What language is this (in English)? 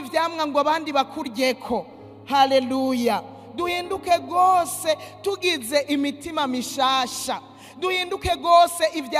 Rundi